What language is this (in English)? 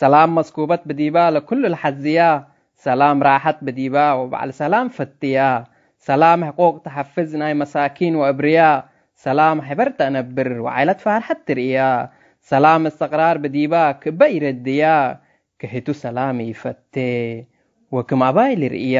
Tigre